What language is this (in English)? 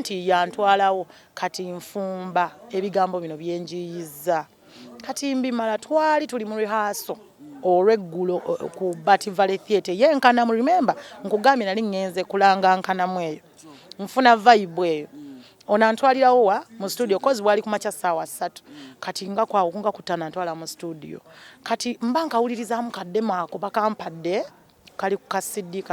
Ganda